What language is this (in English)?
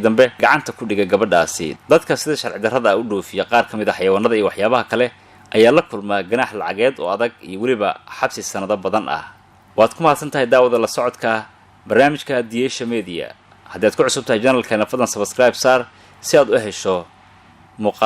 Somali